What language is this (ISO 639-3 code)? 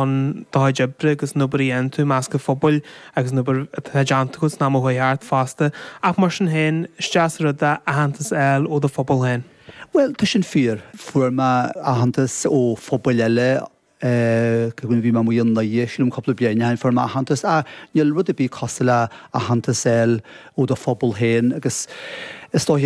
gle